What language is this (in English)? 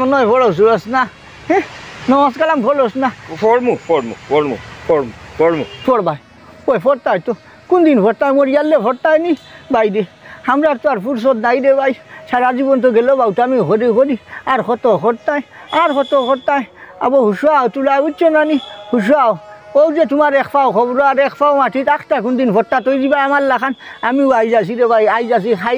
Sylheti